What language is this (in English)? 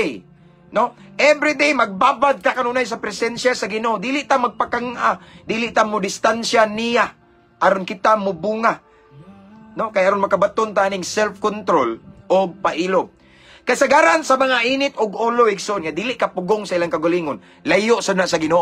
Cebuano